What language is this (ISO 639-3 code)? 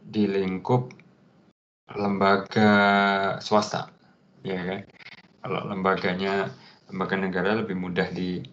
ind